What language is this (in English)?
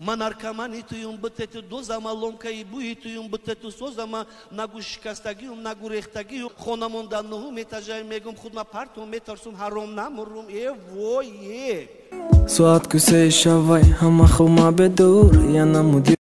Tajik